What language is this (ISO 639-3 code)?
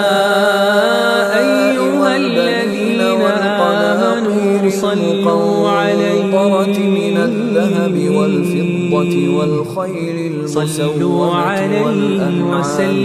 ara